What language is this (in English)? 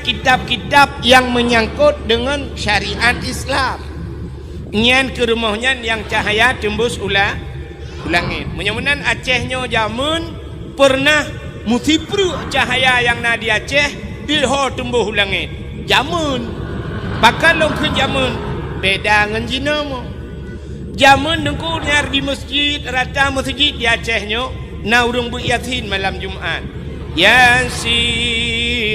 Achinese